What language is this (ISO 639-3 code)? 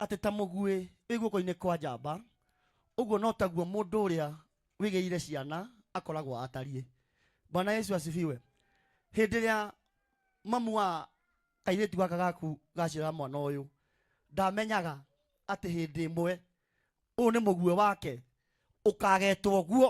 kik